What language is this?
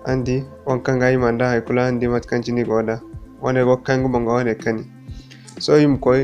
Zarma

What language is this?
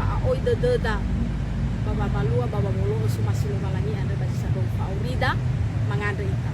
Nias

